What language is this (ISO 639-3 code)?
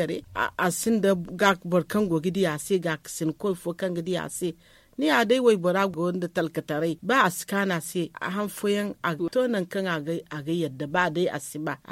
dje